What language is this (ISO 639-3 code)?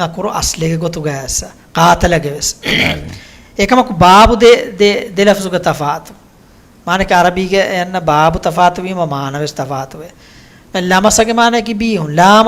div